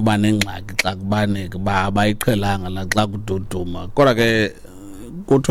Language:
Xhosa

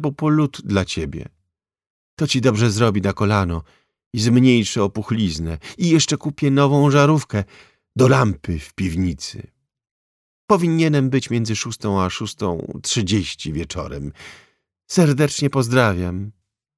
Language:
Polish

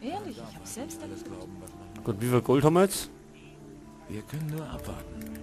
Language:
Bavarian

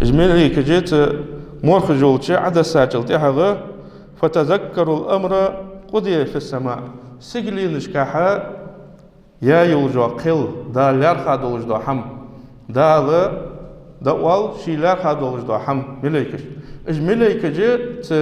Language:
Ingush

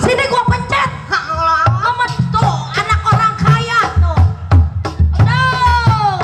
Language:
Betawi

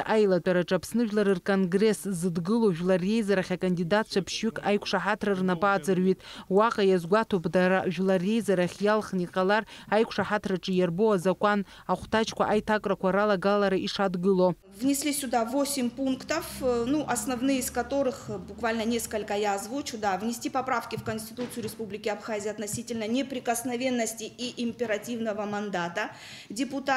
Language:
Abkhazian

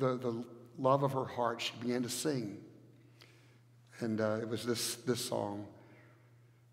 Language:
English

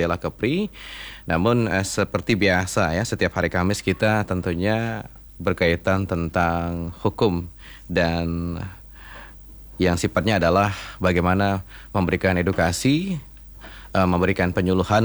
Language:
Indonesian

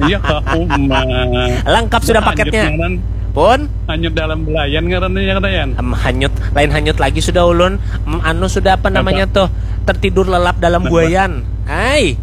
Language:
Banjar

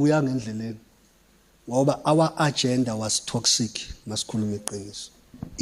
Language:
Zulu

